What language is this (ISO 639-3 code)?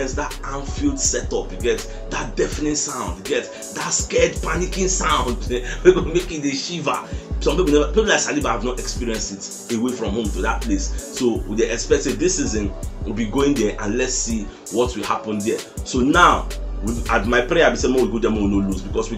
pcm